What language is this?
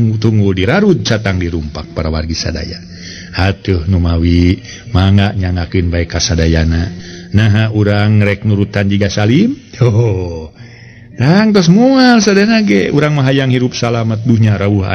Sundanese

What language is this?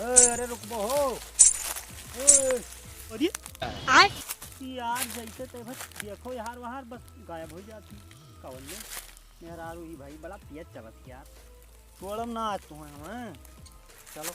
Awadhi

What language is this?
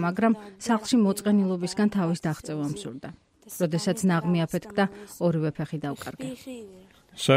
Georgian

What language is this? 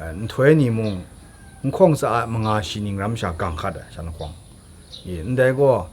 Kachin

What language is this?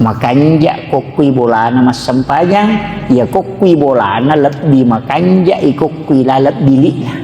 Buginese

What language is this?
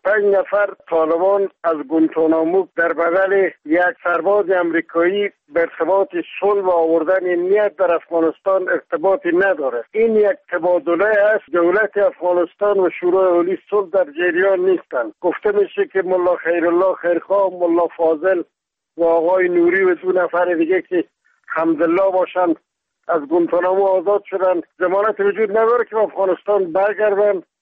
Persian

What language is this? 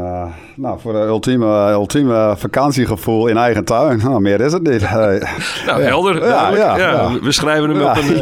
Dutch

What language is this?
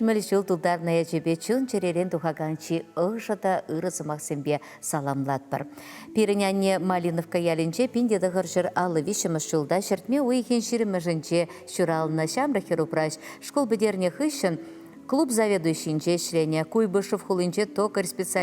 Chuvash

